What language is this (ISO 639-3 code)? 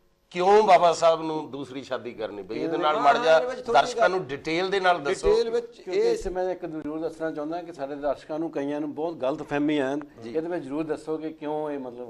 pan